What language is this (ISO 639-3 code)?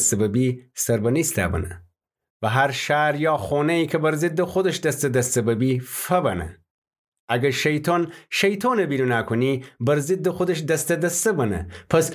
glk